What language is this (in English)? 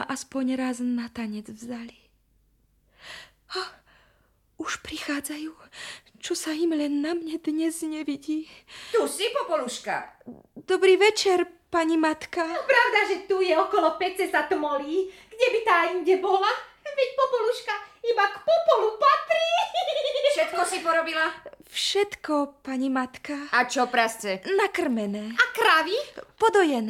Slovak